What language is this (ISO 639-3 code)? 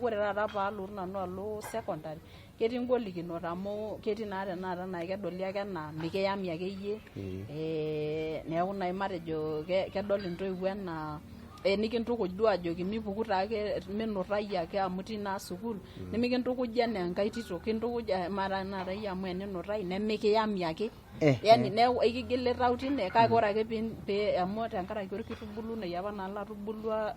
mas